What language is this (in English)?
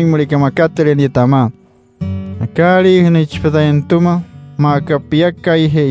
Wayuu